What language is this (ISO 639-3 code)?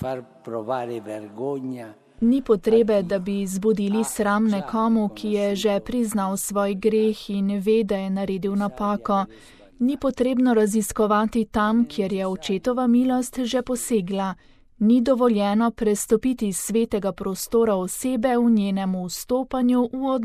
slv